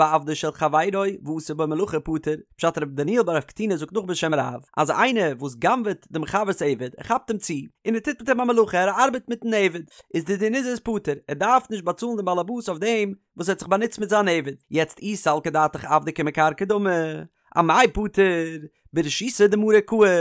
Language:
Yiddish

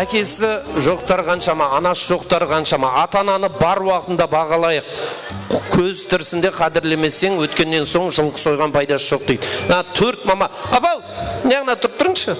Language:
Kara-Kalpak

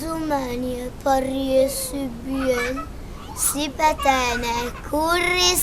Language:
Friulian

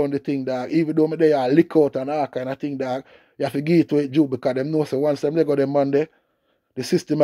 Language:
Jamaican Creole English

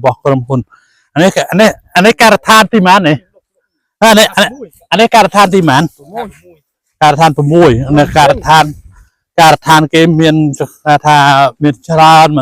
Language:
Khmer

